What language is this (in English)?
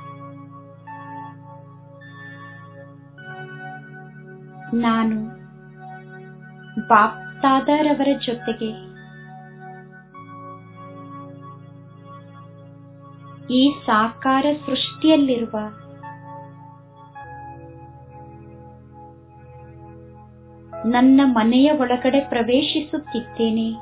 Kannada